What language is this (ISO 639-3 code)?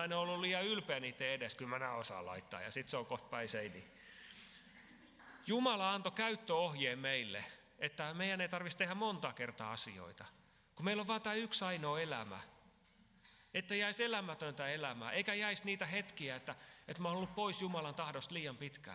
fin